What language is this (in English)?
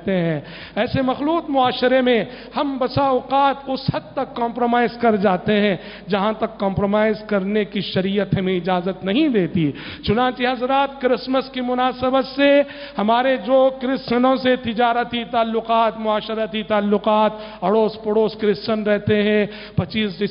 Urdu